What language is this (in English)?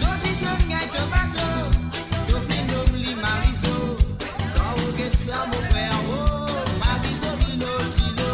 Morisyen